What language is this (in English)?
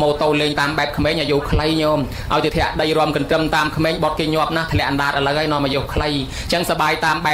Khmer